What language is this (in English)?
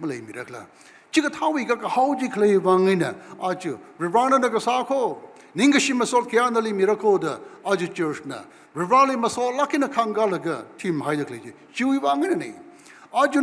Tangkhul Naga (India)